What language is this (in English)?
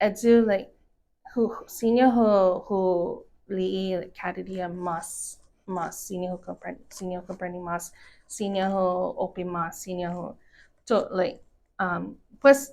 Chamorro